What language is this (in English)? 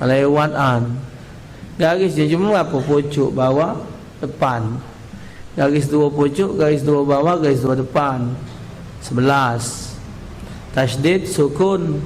Musi